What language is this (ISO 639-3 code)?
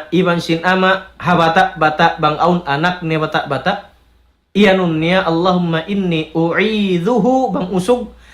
tsg